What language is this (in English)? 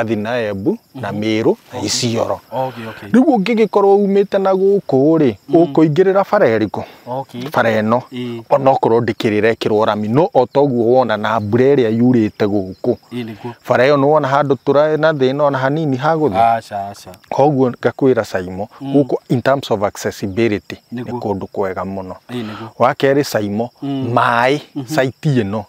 Kikuyu